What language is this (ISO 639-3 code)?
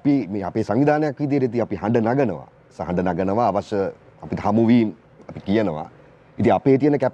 sin